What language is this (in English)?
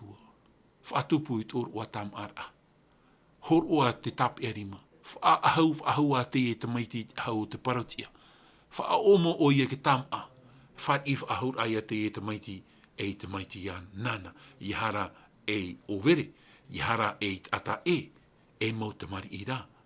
Tahitian